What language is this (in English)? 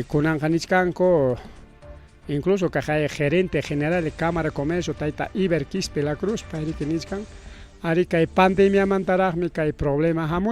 Ayacucho Quechua